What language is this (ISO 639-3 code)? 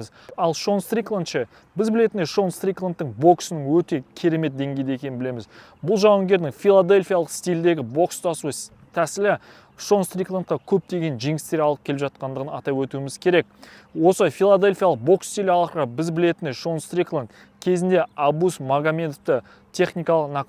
kaz